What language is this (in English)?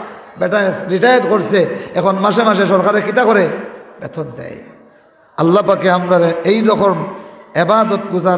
Sylheti